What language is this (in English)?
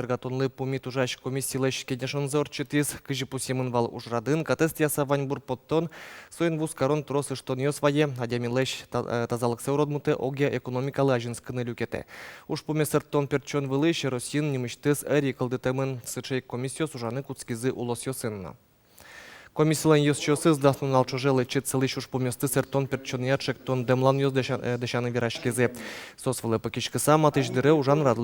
Udmurt